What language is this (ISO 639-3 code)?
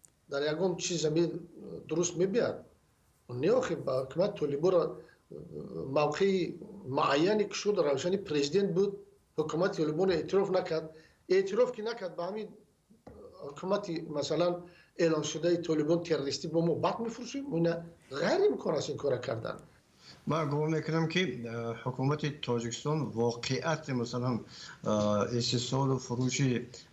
tgk